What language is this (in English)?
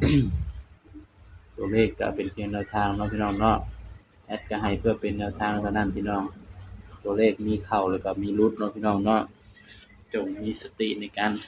Lao